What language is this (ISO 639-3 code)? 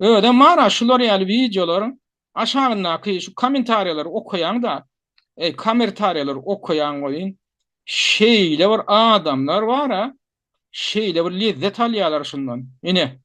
tuk